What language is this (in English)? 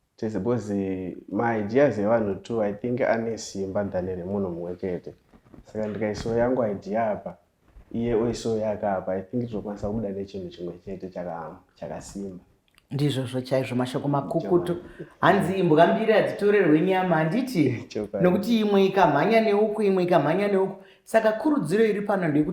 Shona